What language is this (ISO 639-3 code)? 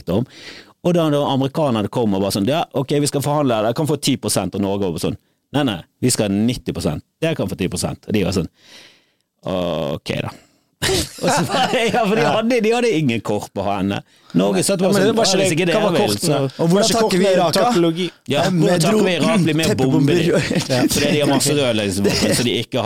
nor